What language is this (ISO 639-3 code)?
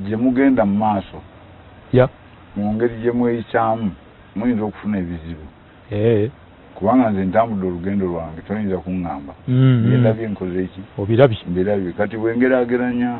lug